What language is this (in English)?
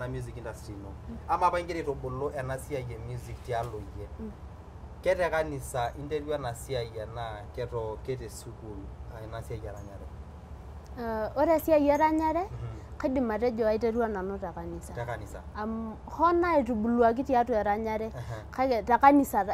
Masai